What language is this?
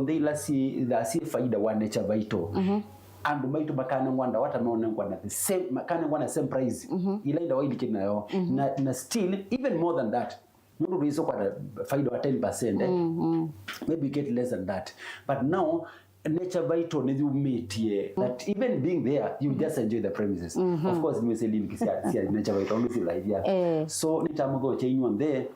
Kamba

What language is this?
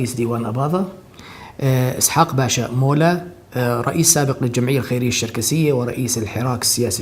North Levantine Arabic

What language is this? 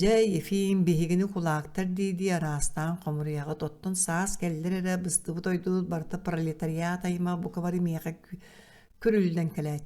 Yakut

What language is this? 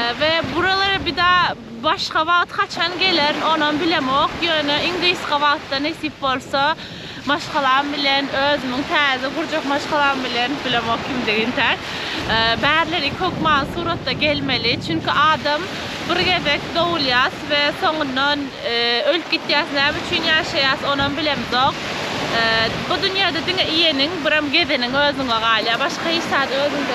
Turkmen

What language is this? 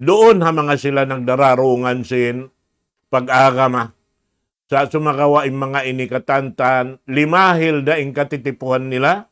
Tausug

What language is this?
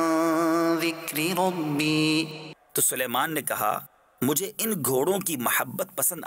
Urdu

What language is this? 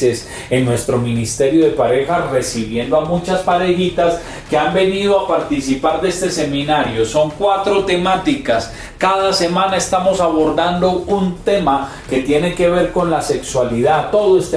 Spanish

